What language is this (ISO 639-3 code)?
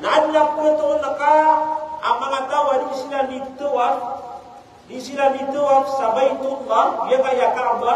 mrw